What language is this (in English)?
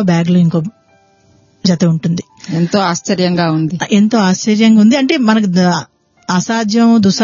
Telugu